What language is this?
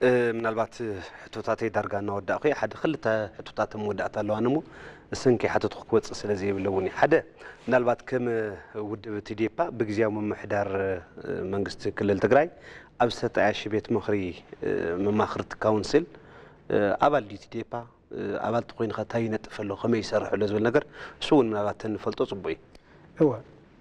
Tigrinya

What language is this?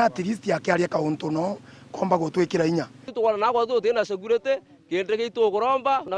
Meru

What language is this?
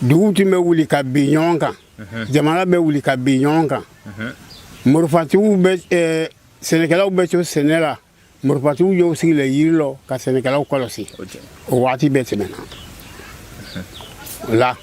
Bambara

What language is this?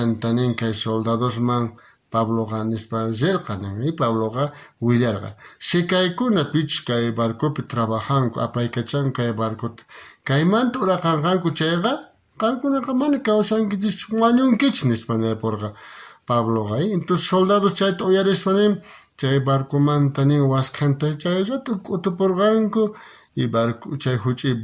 South Bolivian Quechua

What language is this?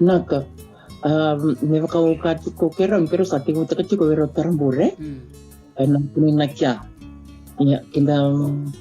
Fijian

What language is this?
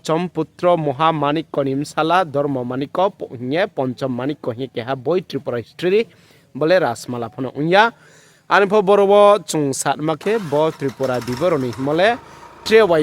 Riang (India)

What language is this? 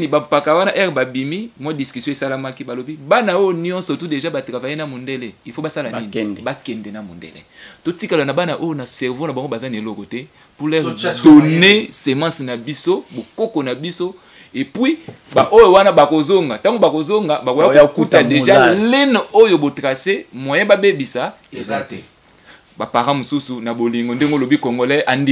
Lingala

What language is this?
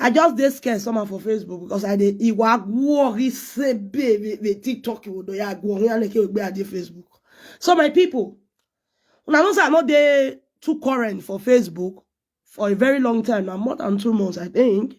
Nigerian Pidgin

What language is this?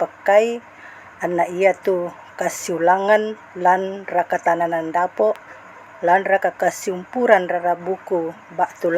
Toraja-Sa'dan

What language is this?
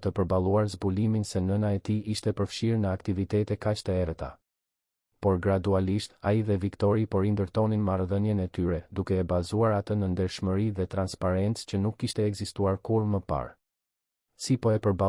Albanian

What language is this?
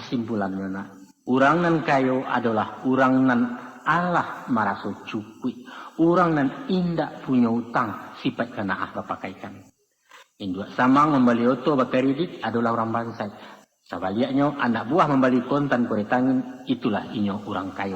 Minangkabau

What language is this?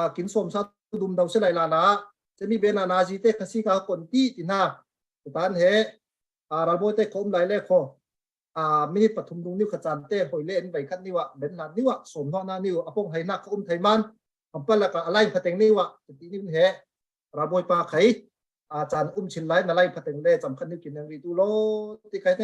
Falam Chin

